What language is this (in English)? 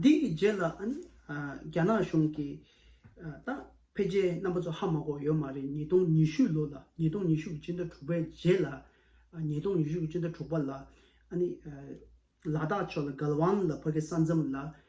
Tibetan